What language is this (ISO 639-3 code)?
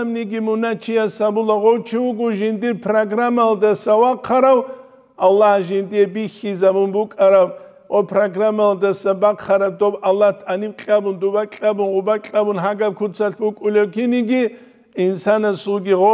ava